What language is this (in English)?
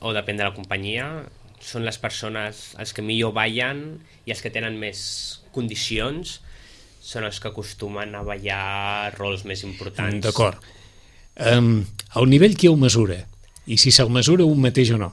Catalan